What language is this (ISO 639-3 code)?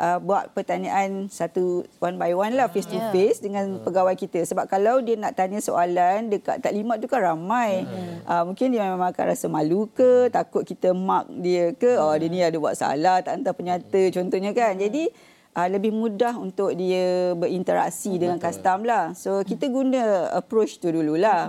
msa